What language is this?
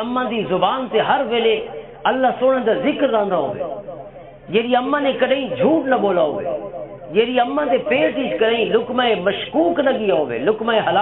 Western Panjabi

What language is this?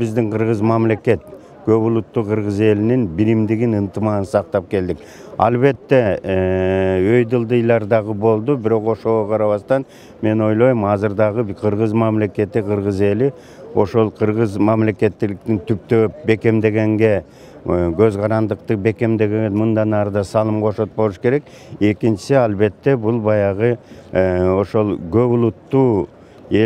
Kyrgyz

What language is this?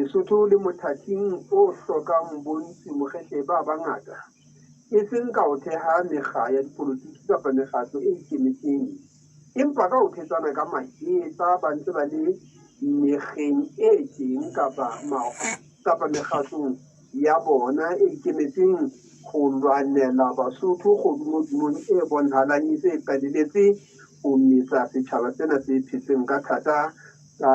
Southern Sotho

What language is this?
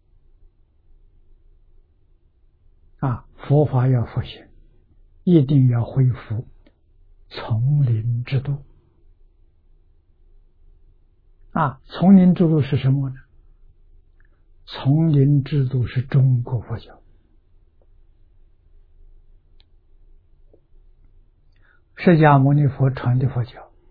Chinese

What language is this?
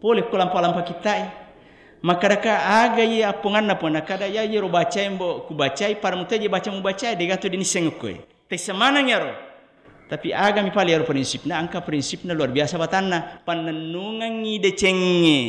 Buginese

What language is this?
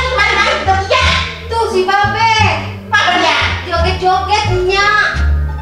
Betawi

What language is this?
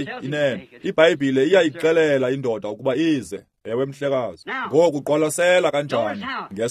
Xhosa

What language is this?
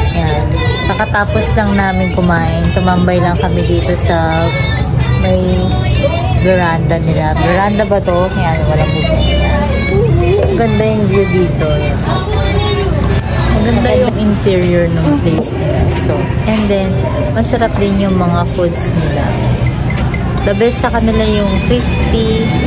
Filipino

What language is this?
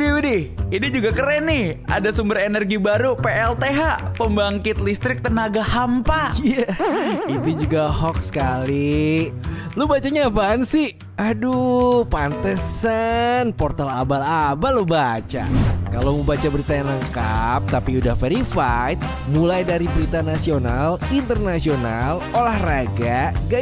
Manado Malay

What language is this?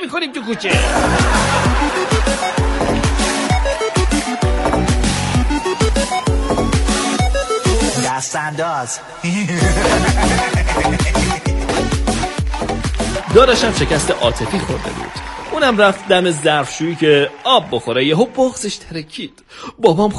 Persian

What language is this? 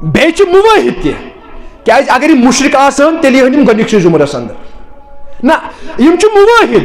Kashmiri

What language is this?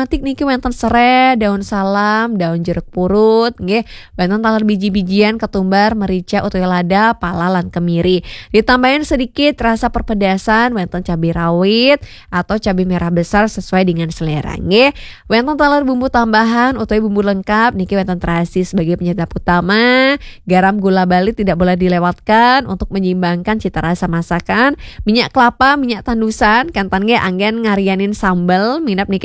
Balinese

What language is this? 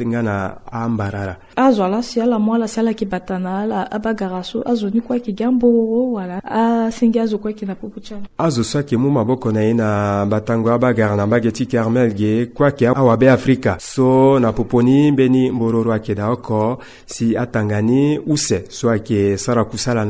Sango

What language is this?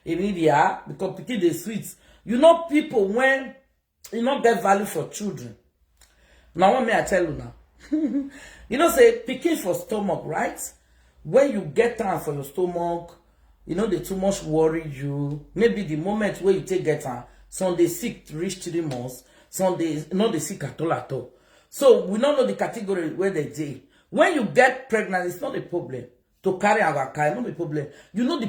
Nigerian Pidgin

